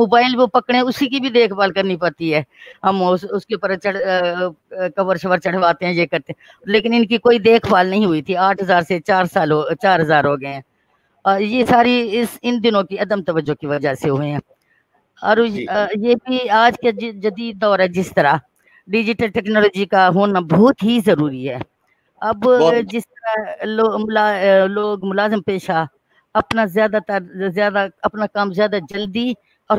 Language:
Urdu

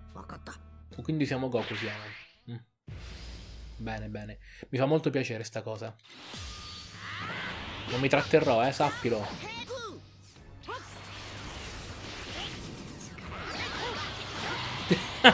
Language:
Italian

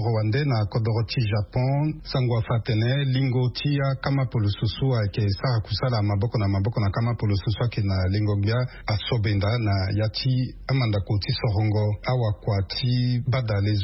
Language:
Sango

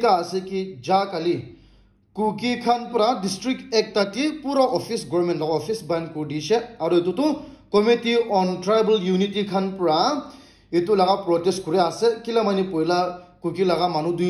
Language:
Naga Pidgin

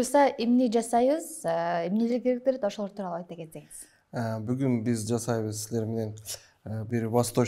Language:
Kyrgyz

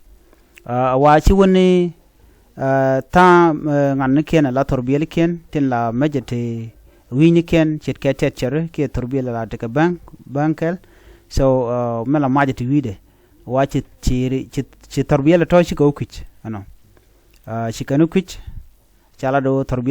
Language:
Nuer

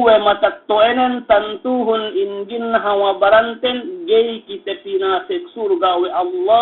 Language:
Yakan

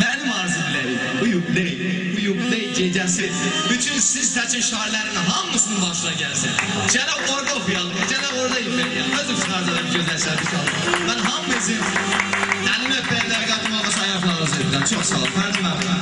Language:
South Azerbaijani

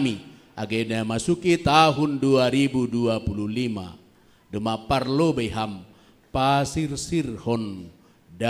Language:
Batak Simalungun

